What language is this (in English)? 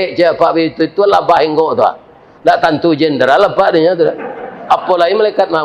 Minangkabau